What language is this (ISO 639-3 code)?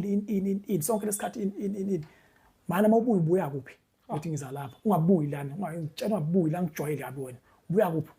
zul